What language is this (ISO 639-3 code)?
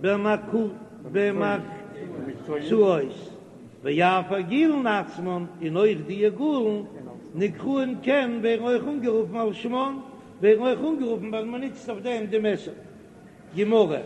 yid